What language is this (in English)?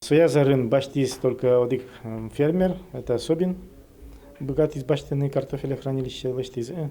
Udmurt